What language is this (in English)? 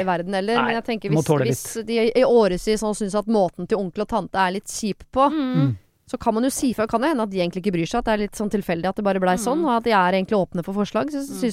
Norwegian